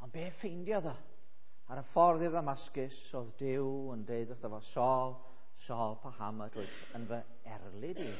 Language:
Welsh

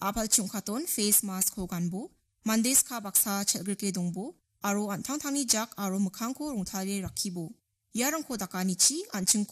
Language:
Garo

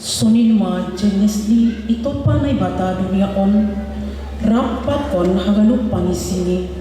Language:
Batak Simalungun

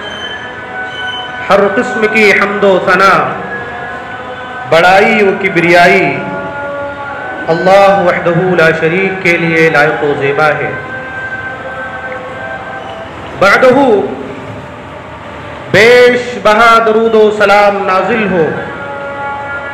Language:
Urdu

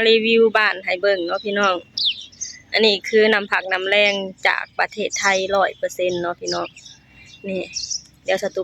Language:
Lao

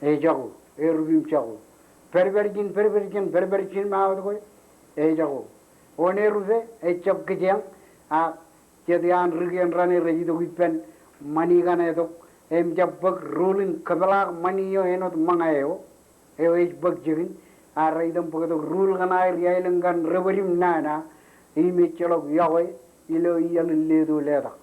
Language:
Marshallese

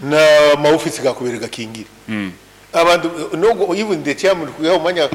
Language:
Nyankole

